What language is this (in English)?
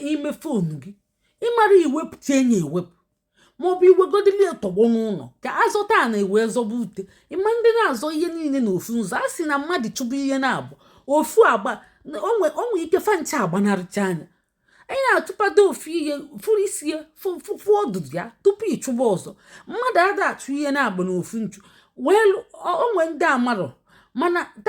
Igbo